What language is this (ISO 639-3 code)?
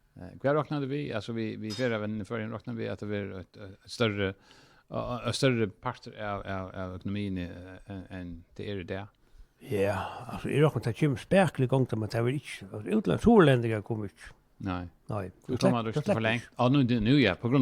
fao